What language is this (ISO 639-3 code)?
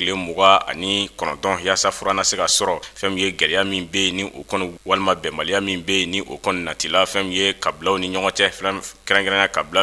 bam